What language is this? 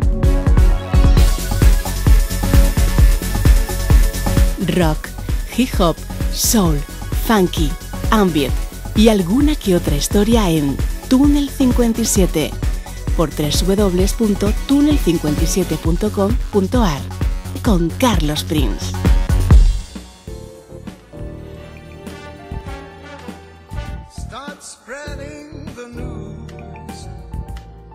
Spanish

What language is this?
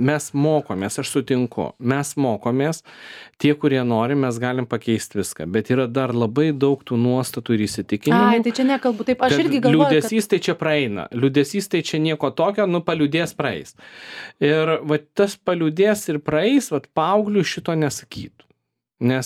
Lithuanian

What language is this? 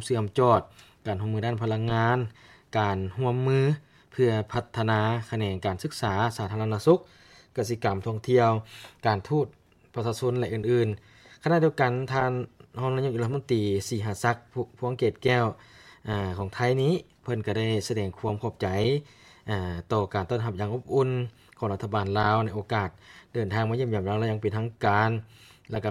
Lao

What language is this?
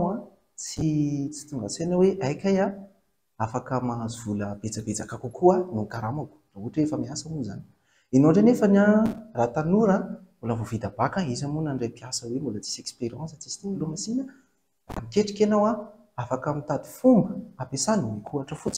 Malagasy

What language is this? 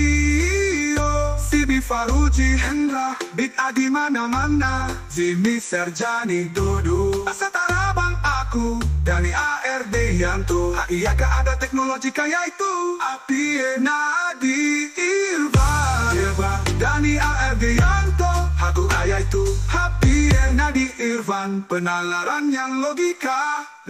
Banjar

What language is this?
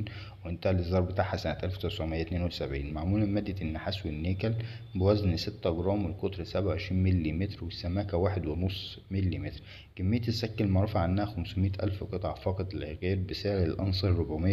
Egyptian Arabic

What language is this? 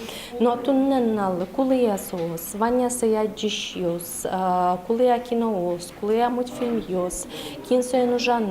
Udmurt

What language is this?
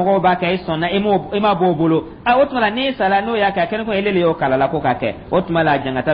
Dyula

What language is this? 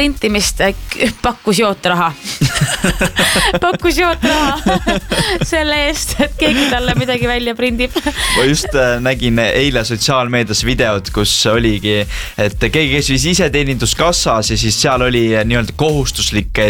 Estonian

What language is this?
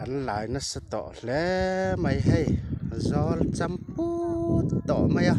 Mizo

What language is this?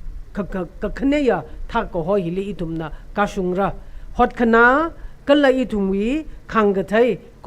Tangkhul Naga (India)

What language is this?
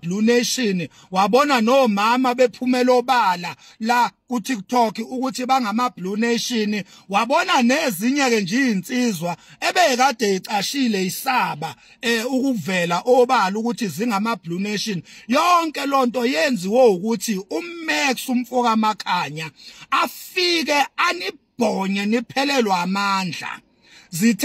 Zulu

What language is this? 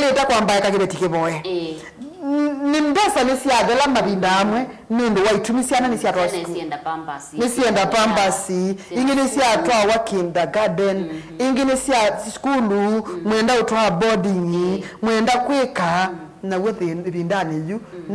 Kamba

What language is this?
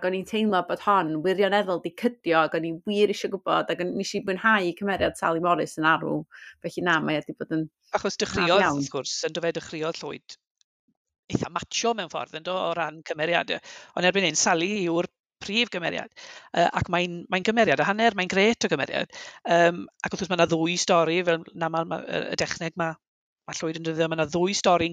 Welsh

